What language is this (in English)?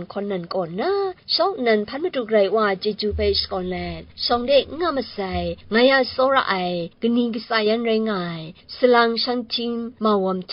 Kachin